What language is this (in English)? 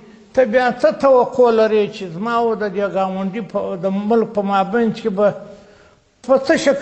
Pashto